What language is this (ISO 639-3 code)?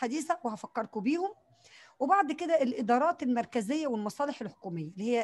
arz